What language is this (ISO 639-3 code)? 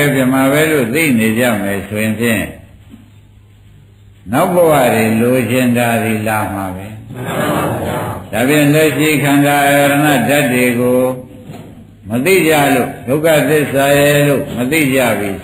mya